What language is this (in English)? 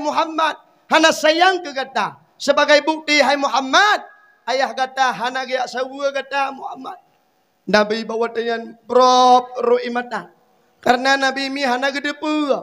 Achinese